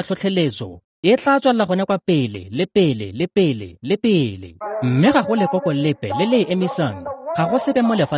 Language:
Tswana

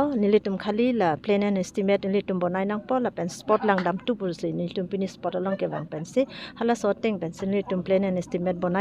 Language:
Karbi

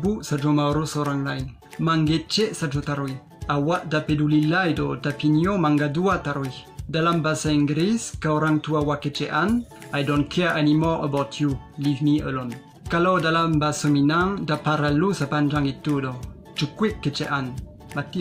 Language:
Minangkabau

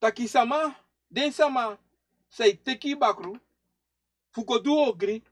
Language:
Sranan Tongo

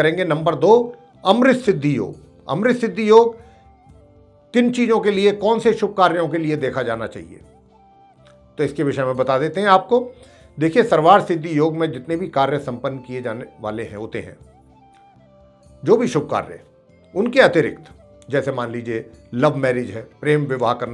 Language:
Hindi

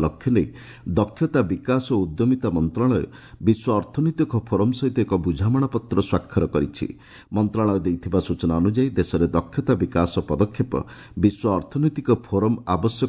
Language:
Odia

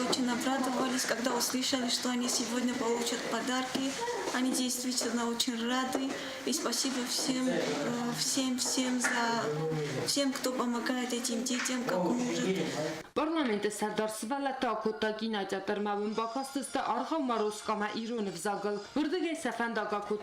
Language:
Ossetic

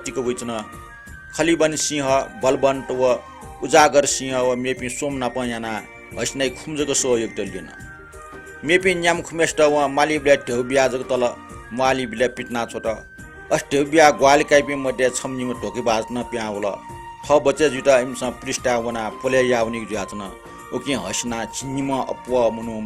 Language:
Newari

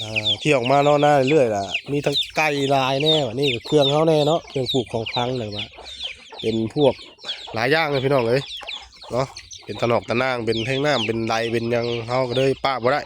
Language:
Northeastern Thai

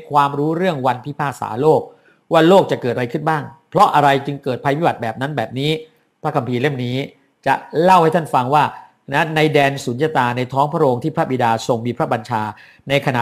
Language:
Thai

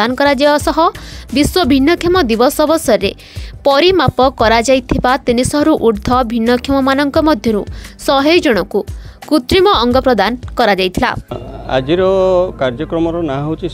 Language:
Odia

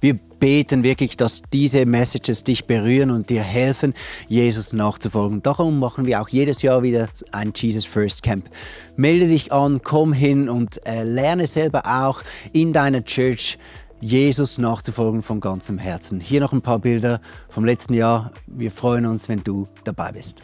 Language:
Swiss German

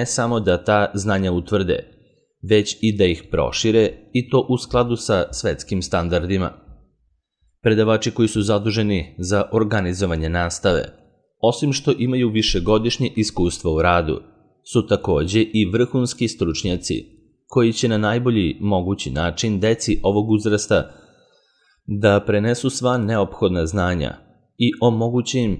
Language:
Serbian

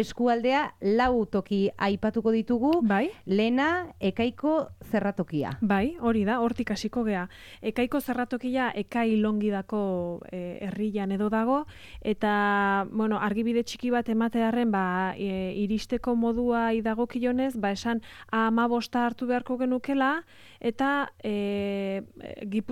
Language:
Basque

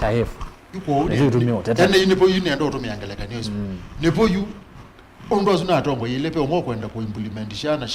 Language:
Kamba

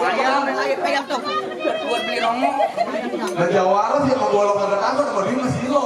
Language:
Betawi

